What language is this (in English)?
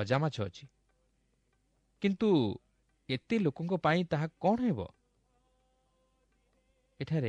Odia